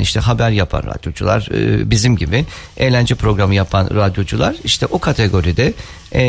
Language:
Turkish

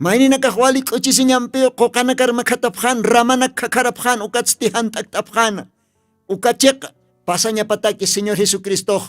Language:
Aymara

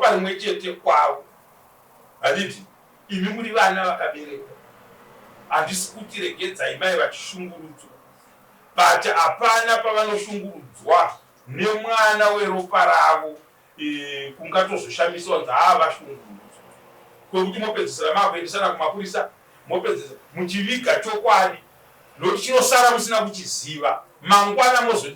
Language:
Shona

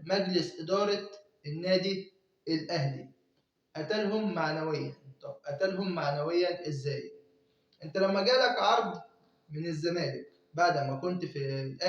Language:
Egyptian Arabic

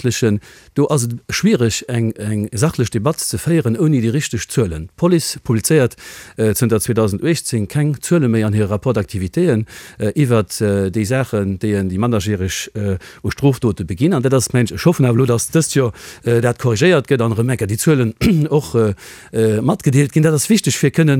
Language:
Luxembourgish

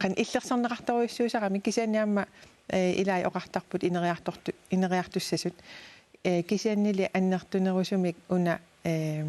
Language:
Kalaallisut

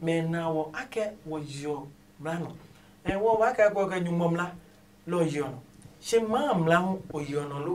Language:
Adangme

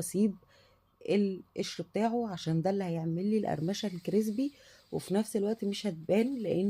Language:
Egyptian Arabic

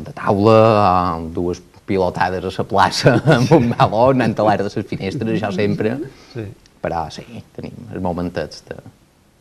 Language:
Catalan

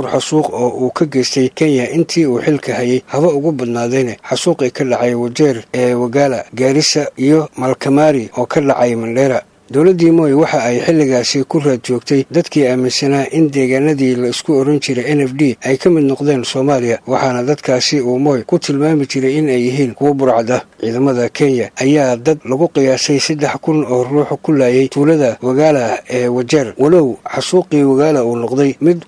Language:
Somali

